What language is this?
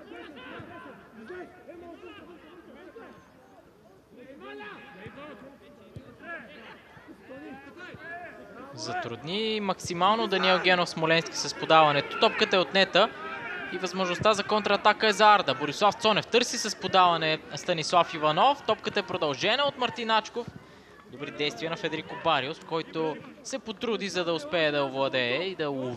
Bulgarian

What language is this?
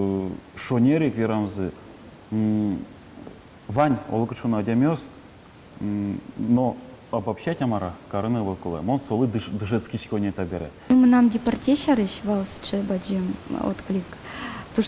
Udmurt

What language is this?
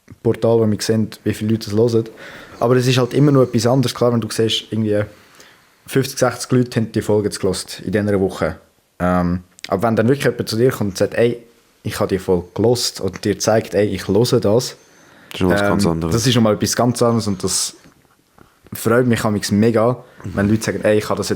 Swiss German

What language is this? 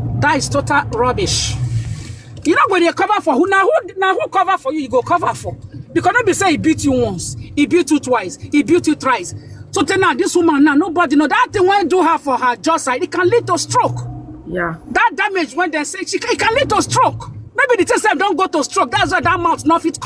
Nigerian Pidgin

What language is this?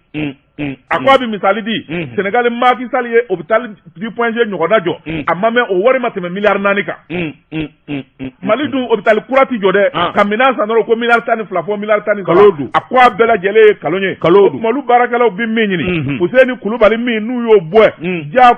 Bambara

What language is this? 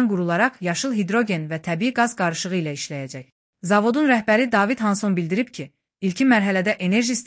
Azerbaijani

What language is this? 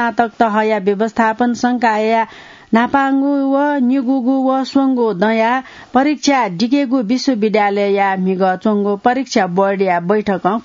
Newari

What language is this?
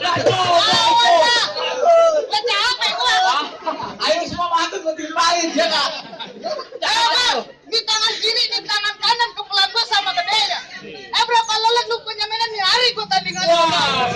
Betawi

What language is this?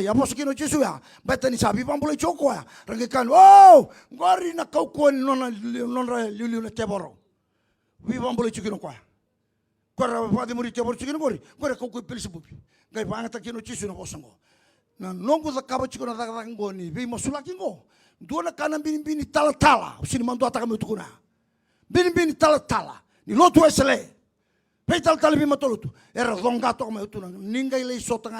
Fijian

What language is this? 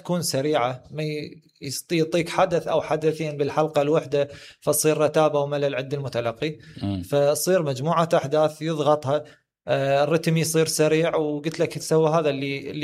Mesopotamian Arabic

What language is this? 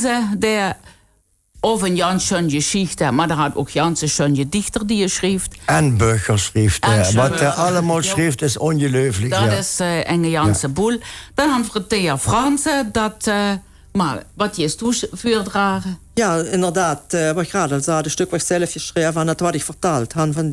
Limburgish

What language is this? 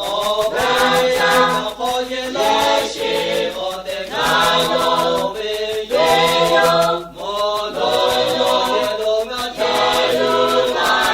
Lahu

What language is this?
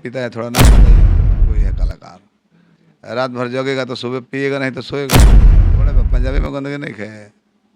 Bhojpuri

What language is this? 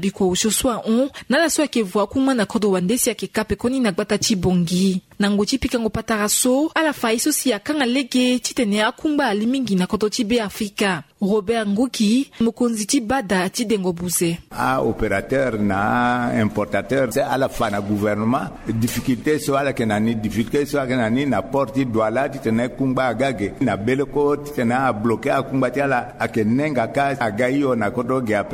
Sango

